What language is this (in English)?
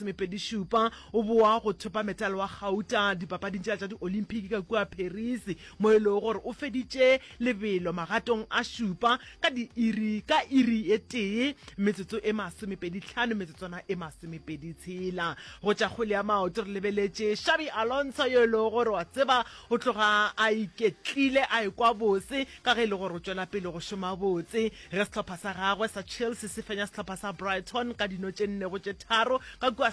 Northern Sotho